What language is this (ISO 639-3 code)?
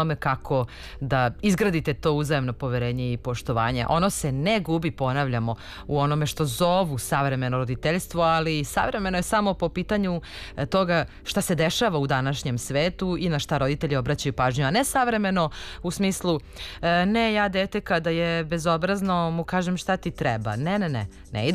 srp